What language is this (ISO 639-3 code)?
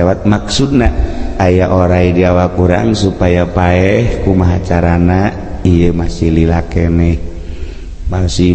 sun